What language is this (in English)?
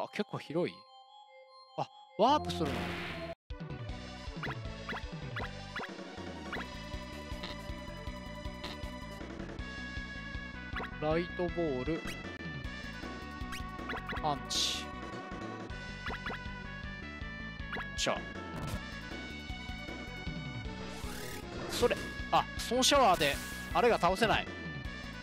Japanese